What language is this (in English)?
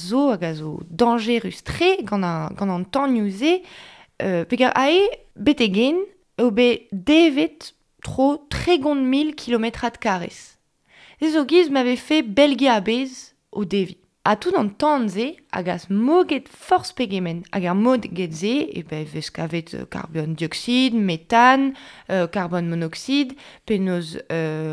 Breton